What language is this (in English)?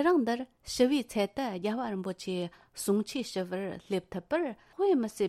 Tibetan